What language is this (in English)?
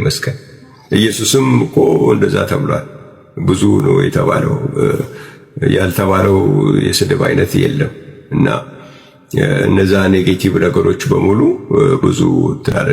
Amharic